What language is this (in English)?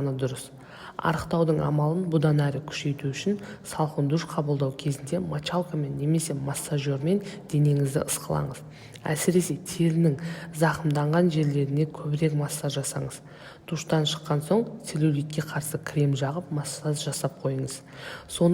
Kazakh